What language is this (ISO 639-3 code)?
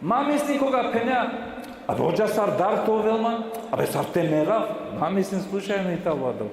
rmn